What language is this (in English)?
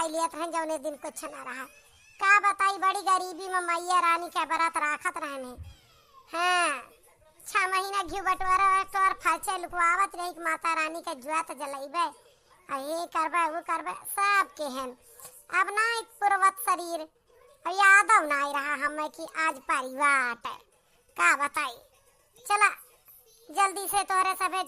Awadhi